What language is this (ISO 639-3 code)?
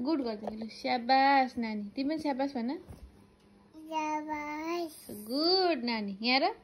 nep